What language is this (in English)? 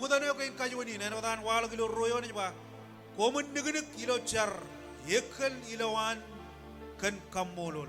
Marshallese